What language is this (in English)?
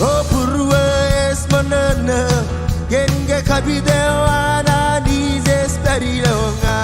Marshallese